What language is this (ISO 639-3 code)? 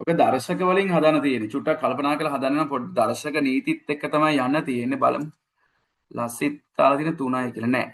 sin